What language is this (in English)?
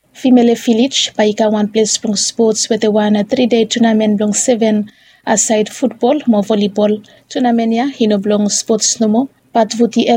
Bislama